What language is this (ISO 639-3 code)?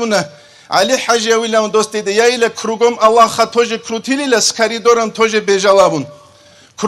ava